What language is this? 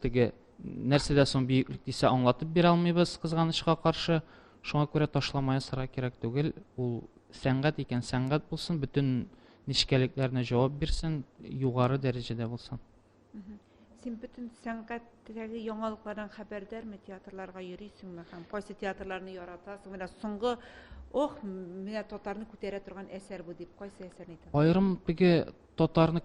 Tatar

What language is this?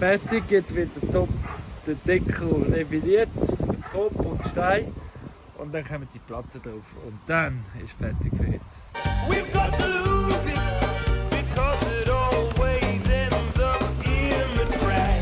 Swiss German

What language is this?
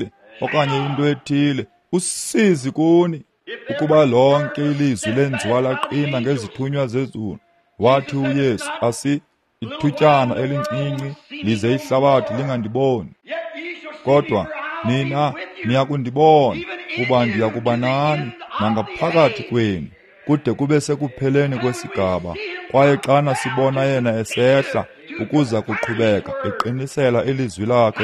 Xhosa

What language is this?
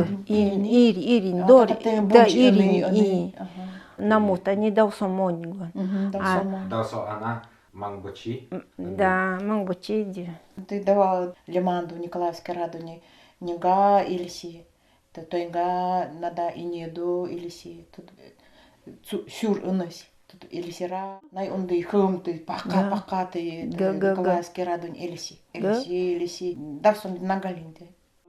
Nanai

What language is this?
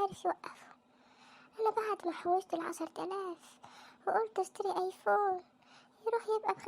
Egyptian Arabic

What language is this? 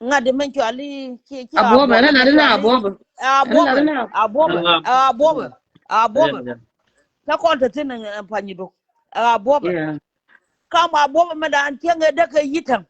Nuer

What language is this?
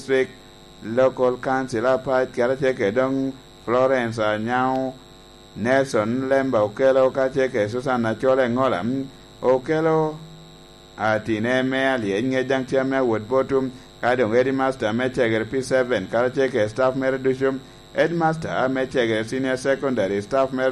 Lango (Uganda)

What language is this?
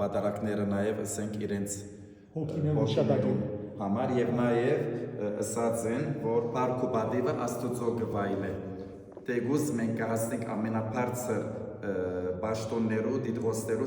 Western Armenian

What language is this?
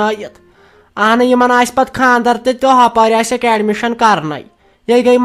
Kashmiri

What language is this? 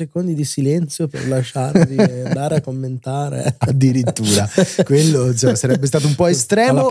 Italian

